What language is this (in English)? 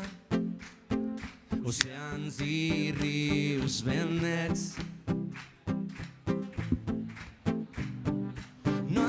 Catalan